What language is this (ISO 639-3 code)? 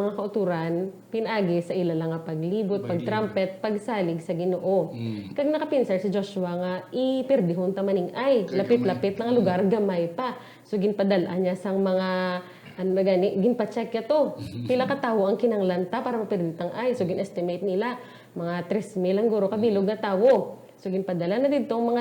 hil